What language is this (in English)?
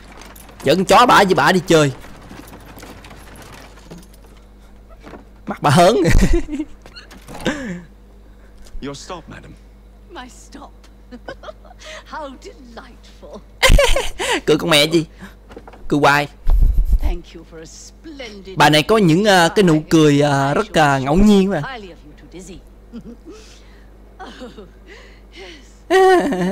Vietnamese